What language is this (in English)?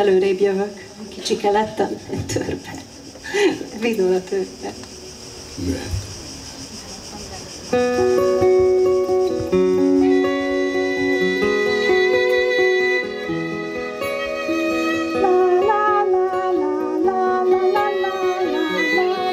Hungarian